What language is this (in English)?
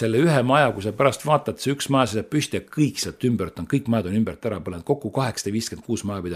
Estonian